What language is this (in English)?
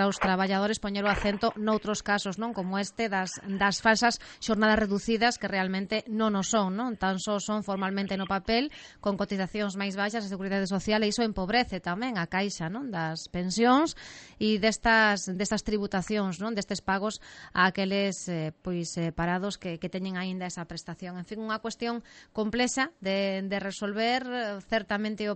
Galician